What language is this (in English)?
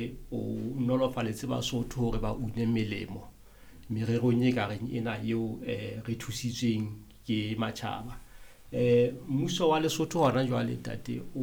Southern Sotho